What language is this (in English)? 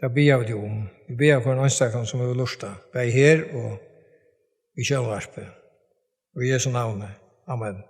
Faroese